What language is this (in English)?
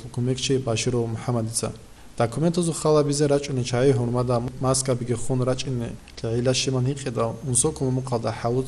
Avaric